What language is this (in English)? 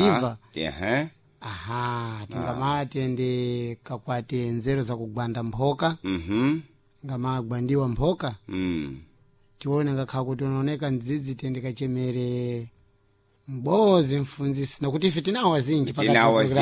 Sena